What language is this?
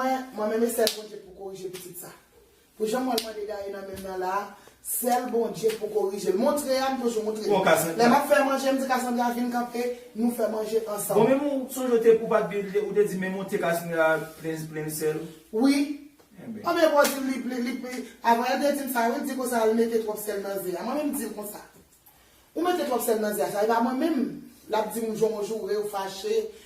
Haitian Creole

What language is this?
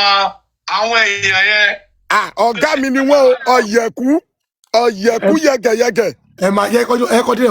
Yoruba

